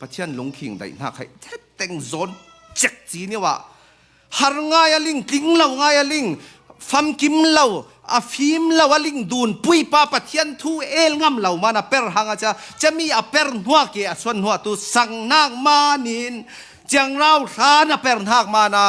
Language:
Falam Chin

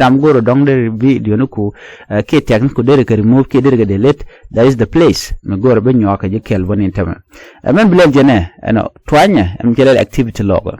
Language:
Nuer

